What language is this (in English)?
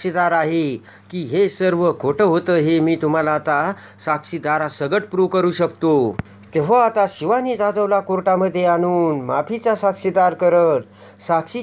Marathi